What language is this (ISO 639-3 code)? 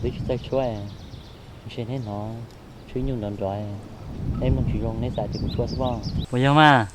hmn